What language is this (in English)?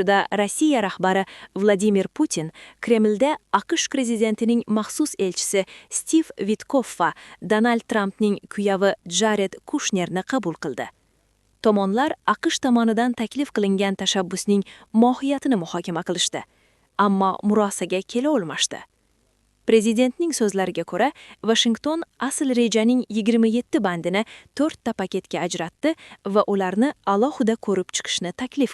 Uzbek